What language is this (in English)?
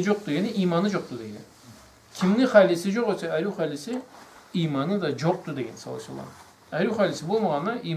Karachay-Balkar